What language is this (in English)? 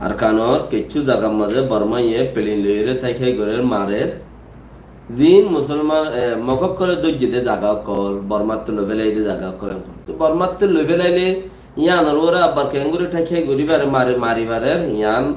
Rohingya